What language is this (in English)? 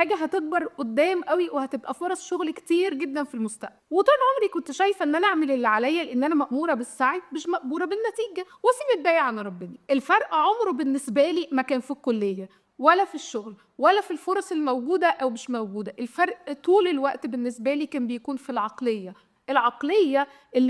Egyptian Arabic